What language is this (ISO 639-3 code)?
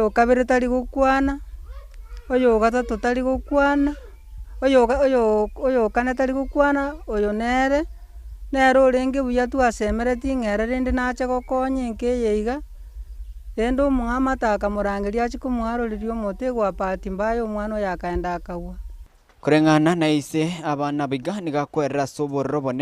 guz